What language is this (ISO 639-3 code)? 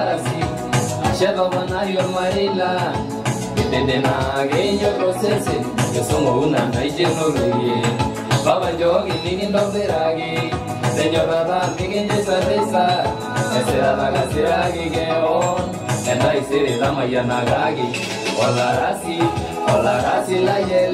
mas